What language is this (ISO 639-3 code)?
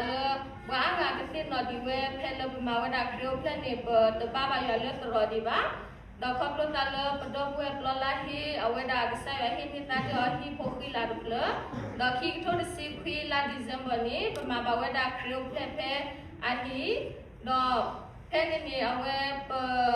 ksw